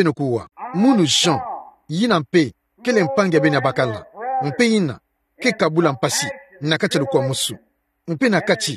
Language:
Kituba (Democratic Republic of Congo)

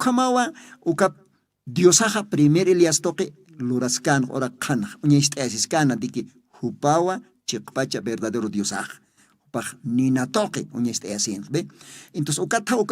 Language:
Aymara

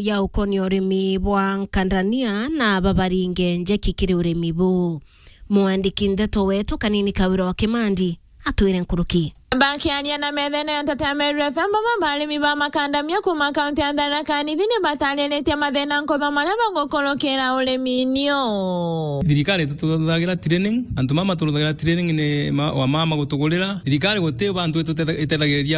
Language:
Meru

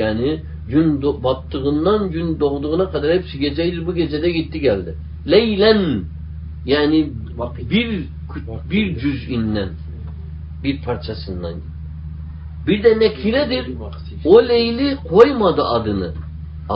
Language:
Turkish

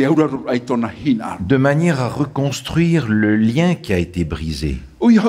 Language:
Tahitian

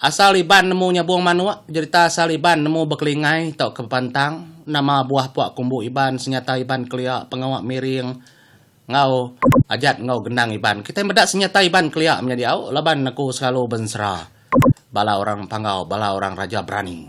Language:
Iban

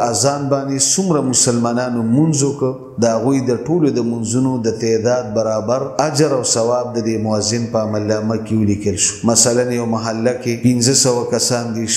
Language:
Pashto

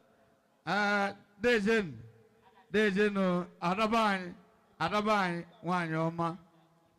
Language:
Igbo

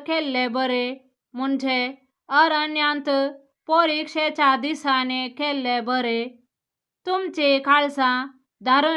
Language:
Konkani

